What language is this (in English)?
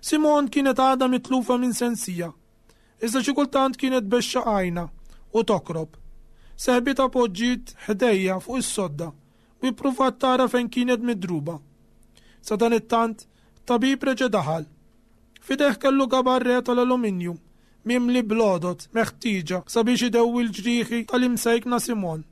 Maltese